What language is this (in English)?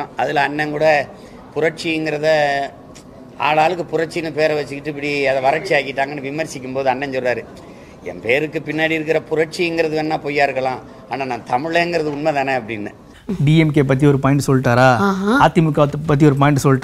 Tamil